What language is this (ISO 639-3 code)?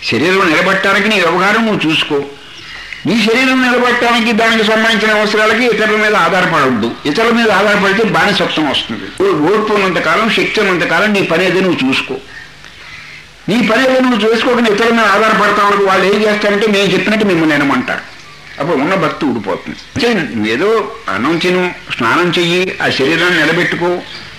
tel